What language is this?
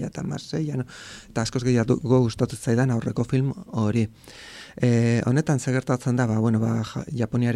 Basque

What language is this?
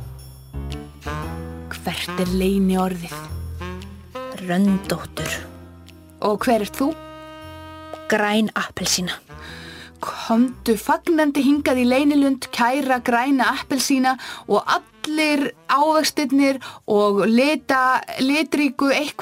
Icelandic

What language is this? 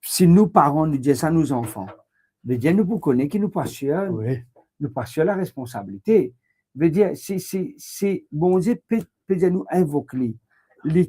Morisyen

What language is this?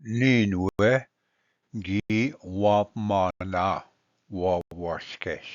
Ojibwa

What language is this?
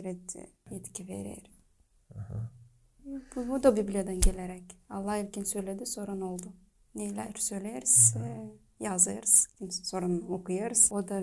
Gagauz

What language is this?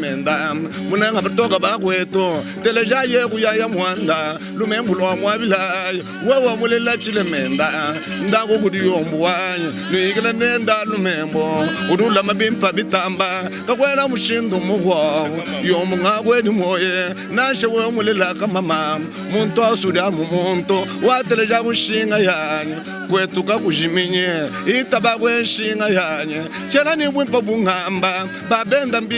Luba-Lulua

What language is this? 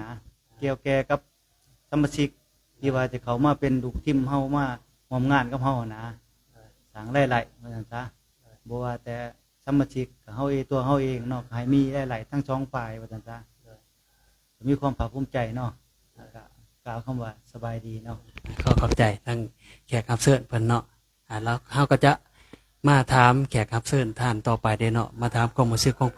Lao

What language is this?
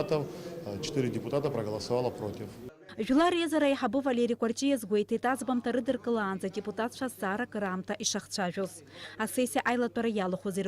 Abkhazian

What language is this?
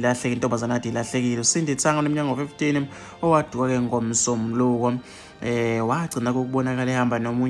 Zulu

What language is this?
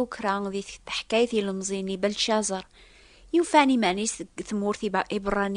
Kabyle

